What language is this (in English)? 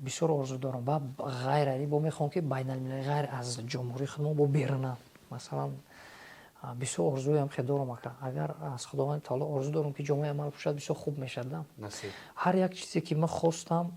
Tajik